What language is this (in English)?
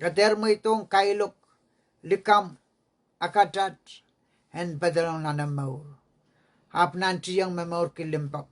Pohnpeian